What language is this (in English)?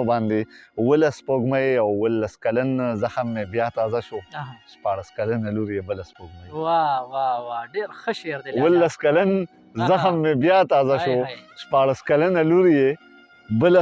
Pashto